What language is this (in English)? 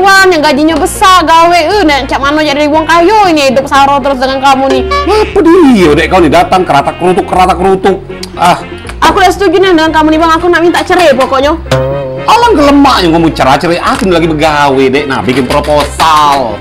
Musi